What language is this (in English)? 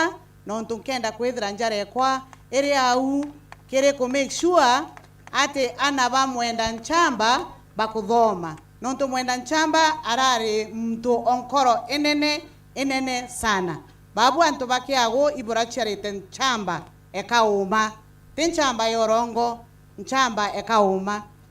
Meru